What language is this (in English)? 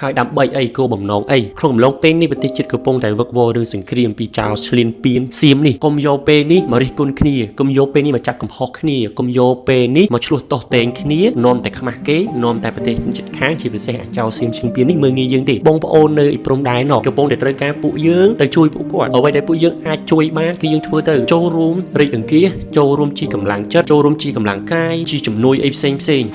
Khmer